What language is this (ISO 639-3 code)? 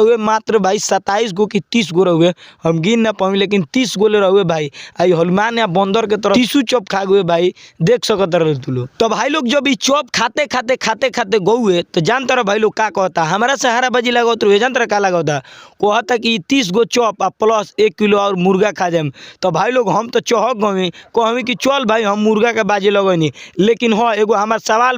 bho